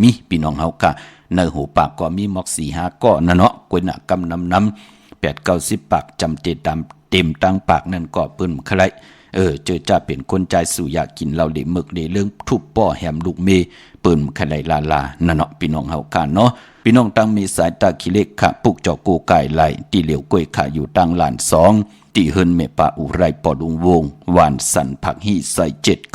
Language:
Shan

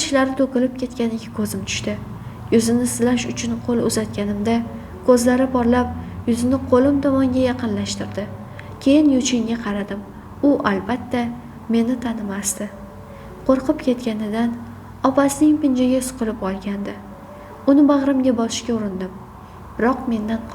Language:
Uzbek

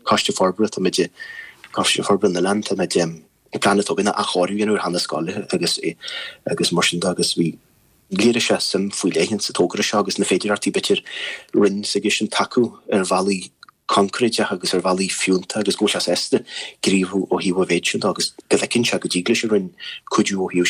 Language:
Irish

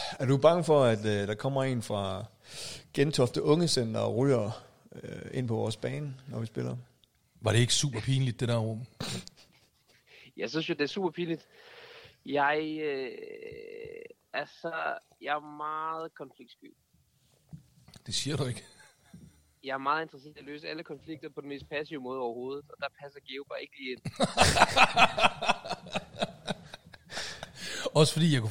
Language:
Danish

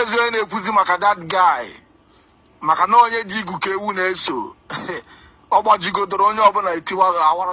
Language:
Igbo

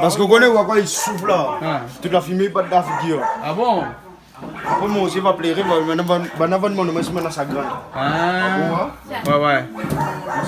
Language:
Réunion Creole French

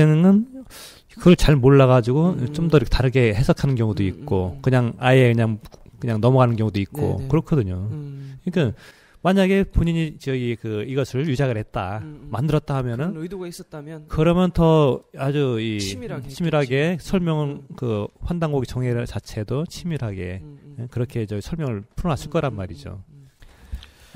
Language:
Korean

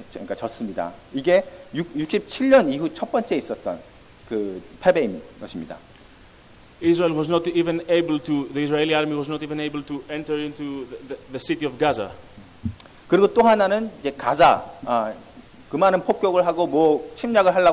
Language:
Korean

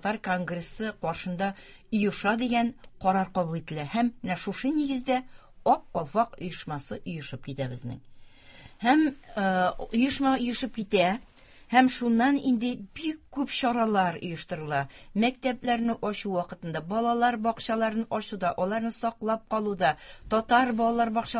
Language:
Tatar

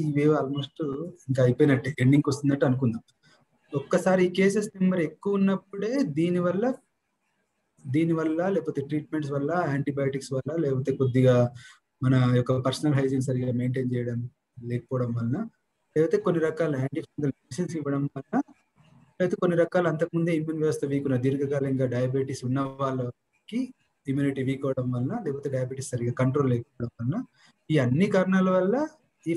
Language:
Telugu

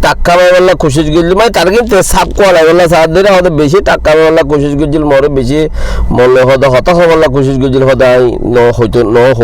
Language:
Rohingya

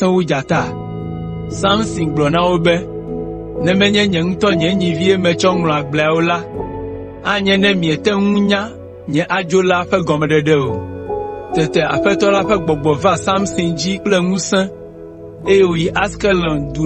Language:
Ewe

